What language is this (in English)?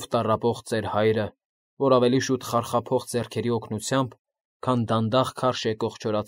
Armenian